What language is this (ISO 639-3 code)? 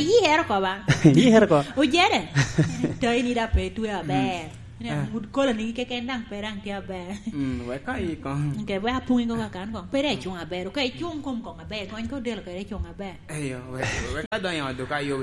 laj